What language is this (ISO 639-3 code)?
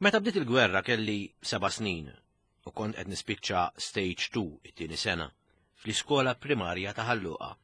mlt